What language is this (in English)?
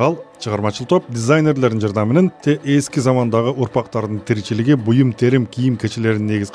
Kyrgyz